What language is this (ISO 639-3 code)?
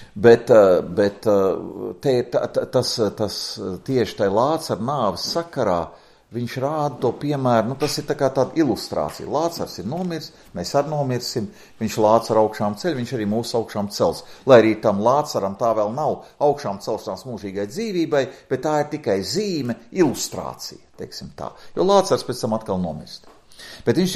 lav